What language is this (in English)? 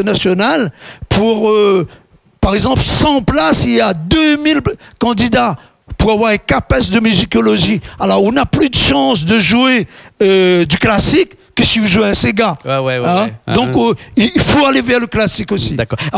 Réunion Creole French